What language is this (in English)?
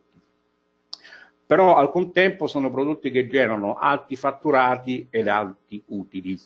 Italian